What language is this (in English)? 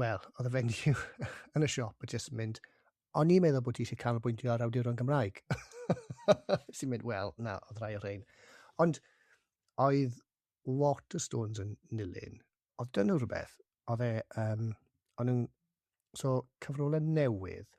Welsh